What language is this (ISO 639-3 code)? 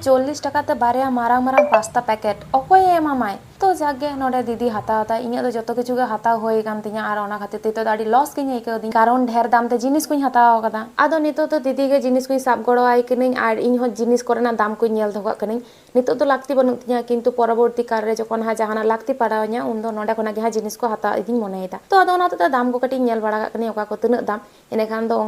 sat